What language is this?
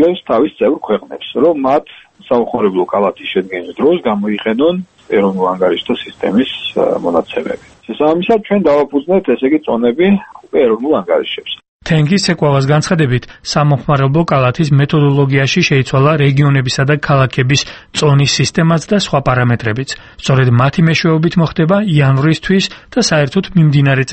Georgian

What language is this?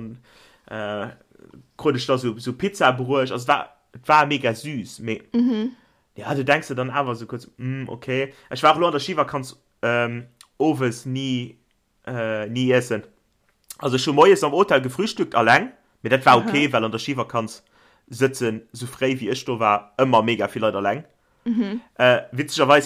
Luxembourgish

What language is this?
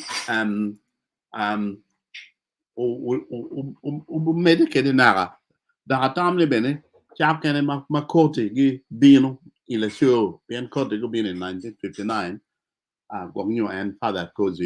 Acoli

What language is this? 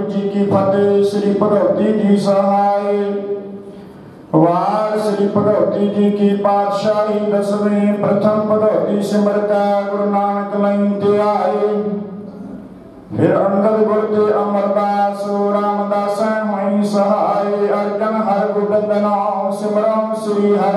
Punjabi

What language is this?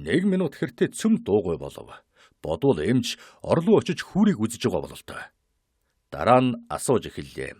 Mongolian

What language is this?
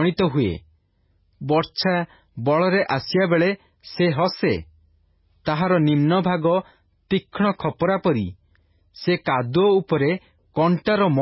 Odia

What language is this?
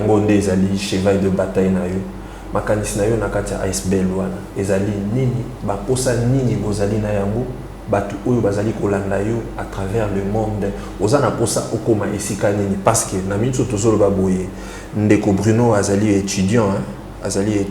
Lingala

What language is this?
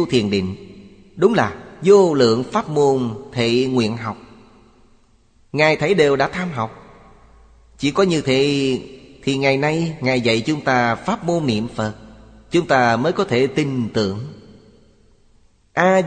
Vietnamese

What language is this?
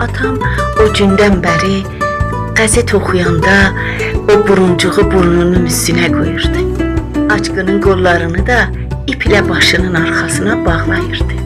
South Azerbaijani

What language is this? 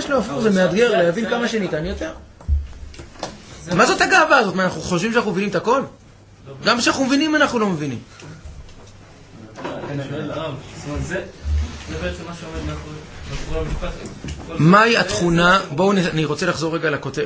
Hebrew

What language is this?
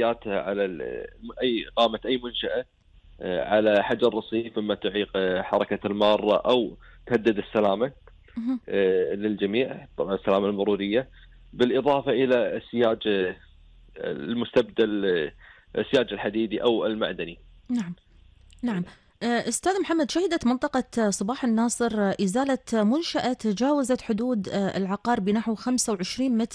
Gulf Arabic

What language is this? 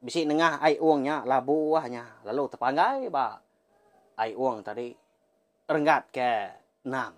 Iban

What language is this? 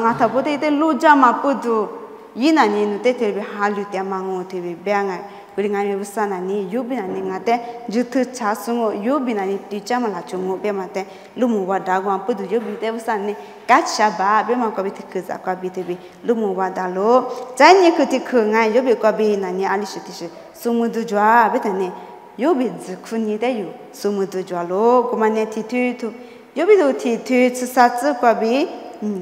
Lisu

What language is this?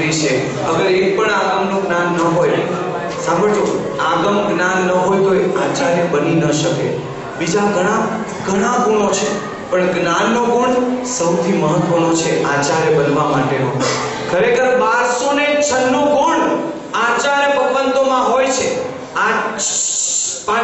Gujarati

